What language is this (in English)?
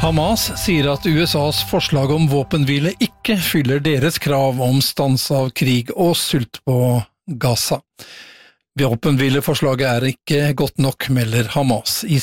Norwegian